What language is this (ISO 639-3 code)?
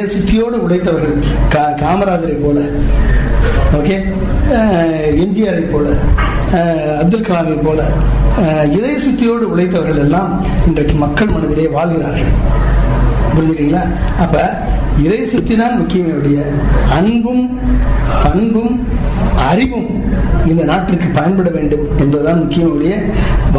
tam